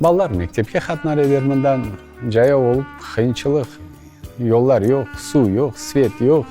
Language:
Crimean Tatar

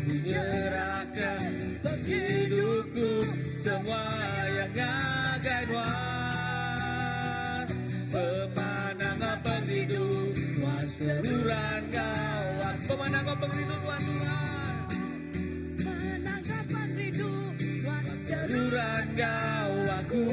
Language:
Iban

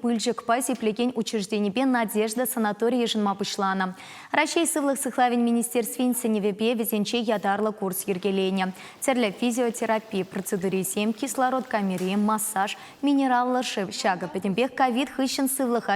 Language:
Chuvash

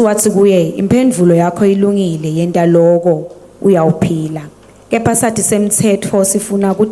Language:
Swati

